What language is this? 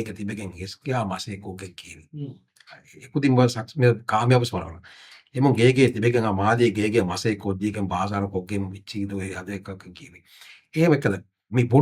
Divehi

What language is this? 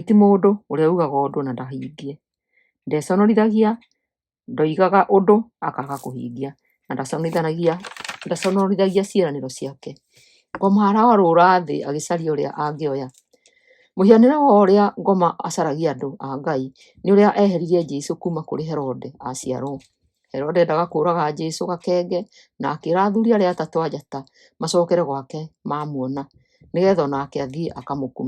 Kikuyu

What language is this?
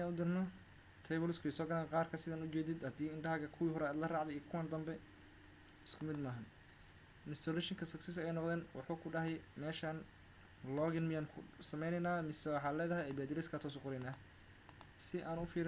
Somali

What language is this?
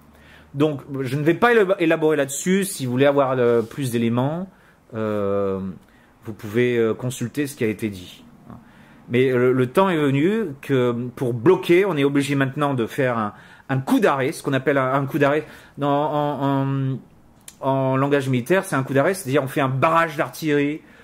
French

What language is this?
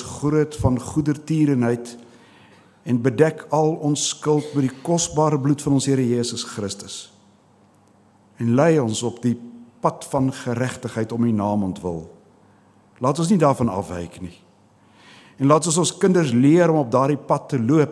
Afrikaans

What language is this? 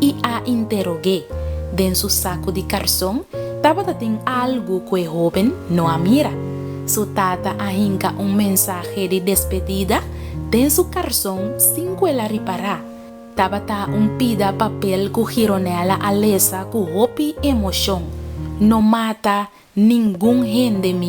Papiamento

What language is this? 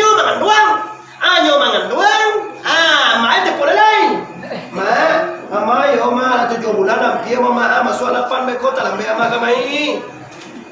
Minangkabau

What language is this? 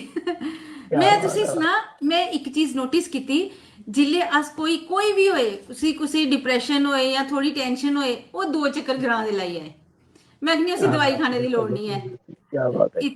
Dogri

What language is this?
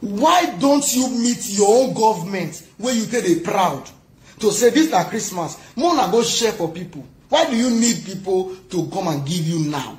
Nigerian Pidgin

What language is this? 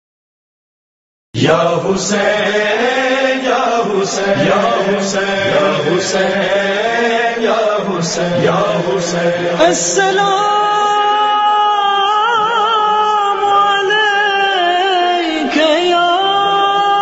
Urdu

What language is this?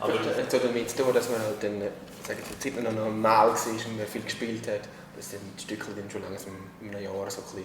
Swiss German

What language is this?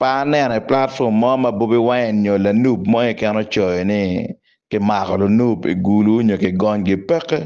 Acoli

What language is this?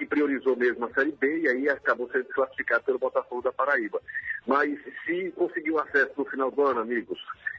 Portuguese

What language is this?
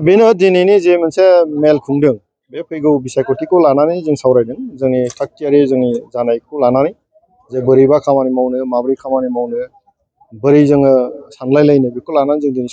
Bodo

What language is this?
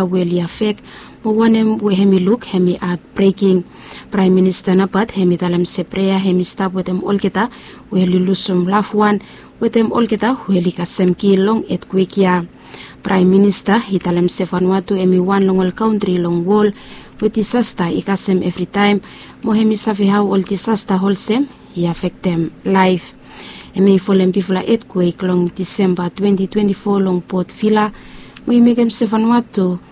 Bislama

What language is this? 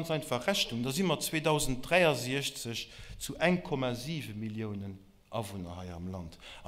Luxembourgish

